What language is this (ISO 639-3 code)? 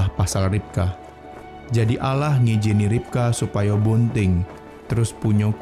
mui